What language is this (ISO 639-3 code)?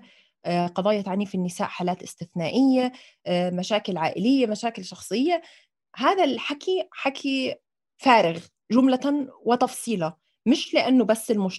apc